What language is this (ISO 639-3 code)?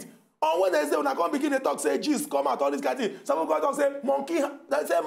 pcm